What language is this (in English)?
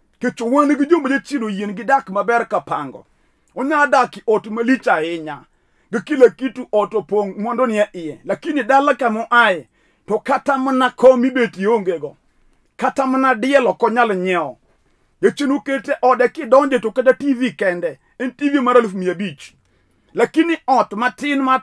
Luo (Kenya and Tanzania)